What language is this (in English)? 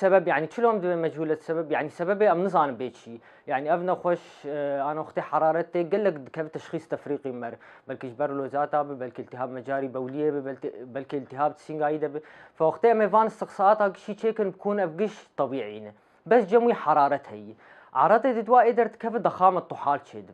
Kurdish